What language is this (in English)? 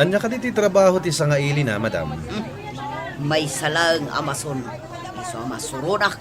Iloko